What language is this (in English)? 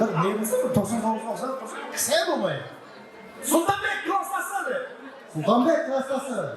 Kara-Kalpak